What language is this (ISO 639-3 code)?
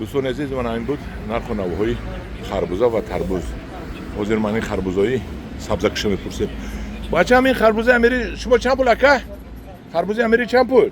tgk